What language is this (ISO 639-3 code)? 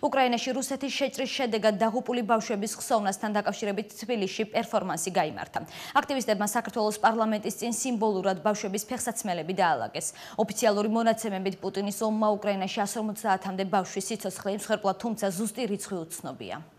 kat